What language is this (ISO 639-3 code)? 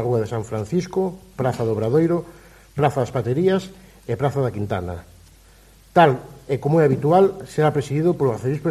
glg